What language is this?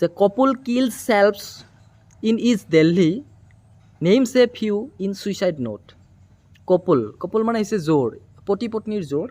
Assamese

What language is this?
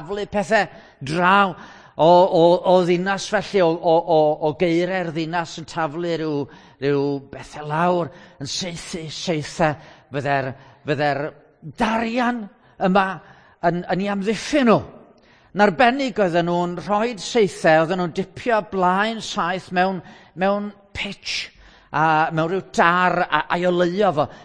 Welsh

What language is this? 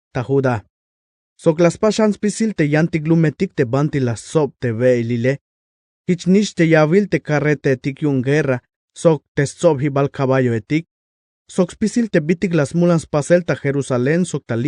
Tzeltal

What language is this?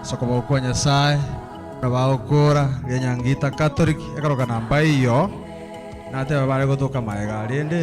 Gusii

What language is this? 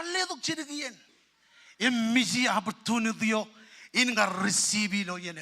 Marshallese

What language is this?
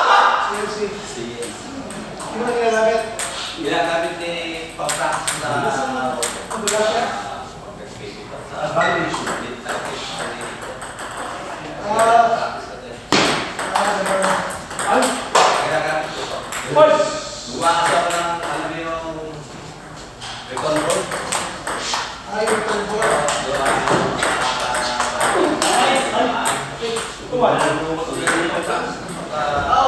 Filipino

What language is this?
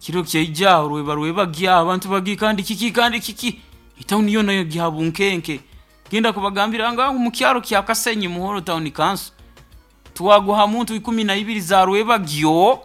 Nyoro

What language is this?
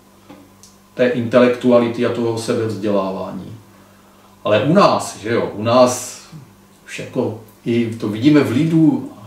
Czech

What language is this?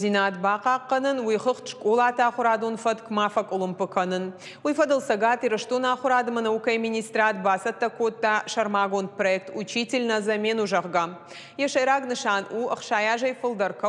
Ossetic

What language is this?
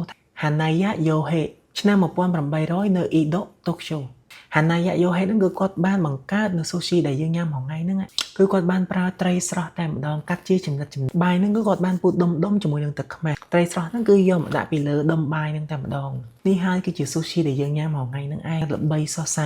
Khmer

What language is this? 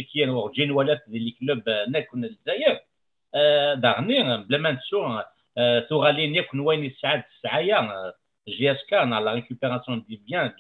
Kabyle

